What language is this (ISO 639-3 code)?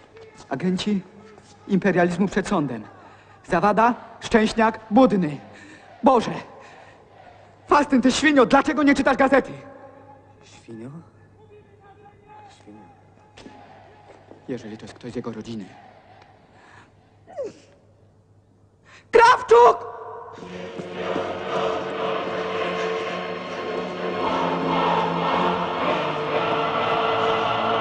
pol